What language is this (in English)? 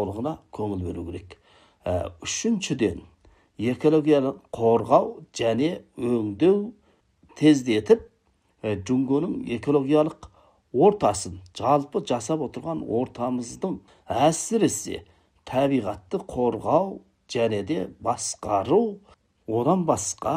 Kazakh